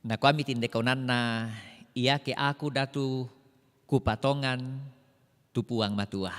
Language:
Toraja-Sa'dan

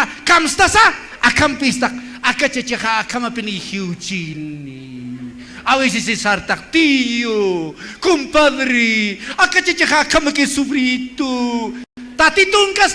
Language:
Aymara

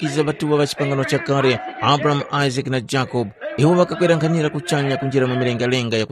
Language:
Tumbuka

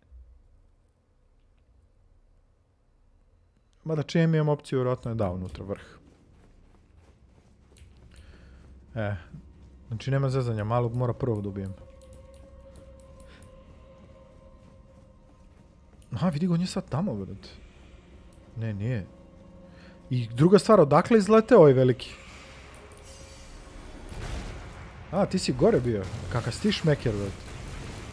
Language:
Croatian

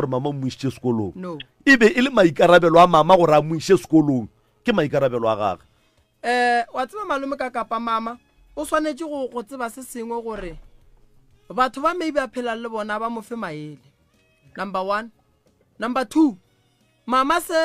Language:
Northern Sotho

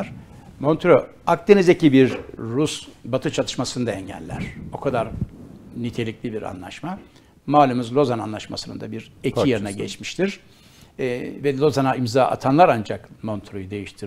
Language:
Turkish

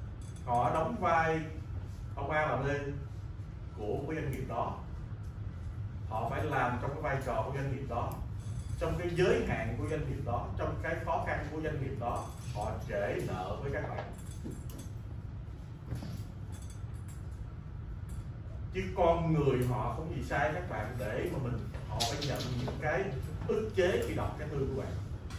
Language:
Vietnamese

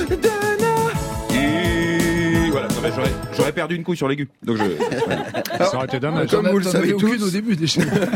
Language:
French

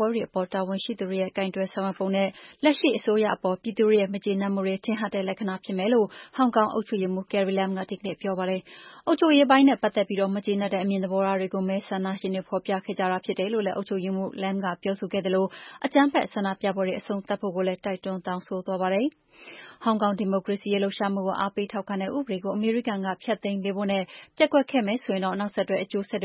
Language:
Burmese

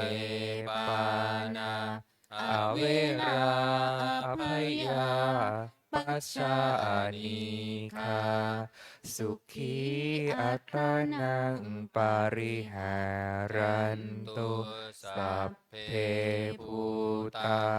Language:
Pali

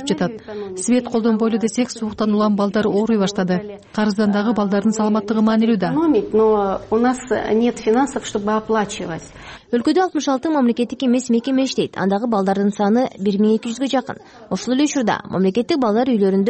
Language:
Kyrgyz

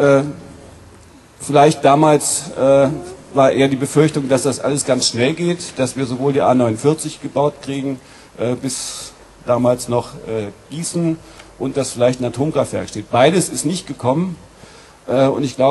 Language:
German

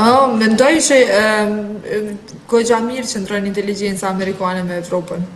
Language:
Albanian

